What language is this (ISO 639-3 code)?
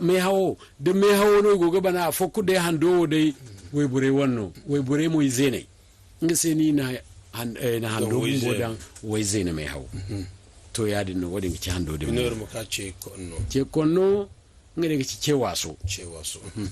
dje